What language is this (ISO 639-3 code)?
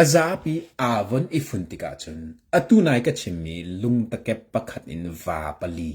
cnh